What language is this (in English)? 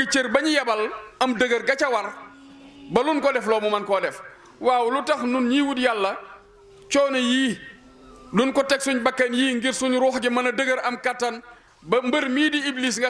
Wolof